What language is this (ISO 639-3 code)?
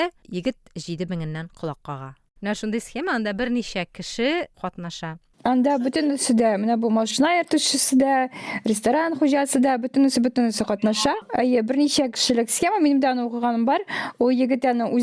tat